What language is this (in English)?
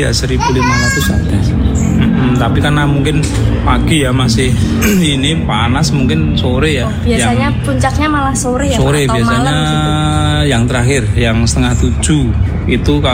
Indonesian